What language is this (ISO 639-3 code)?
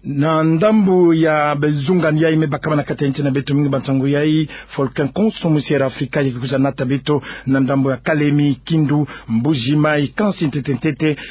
ktu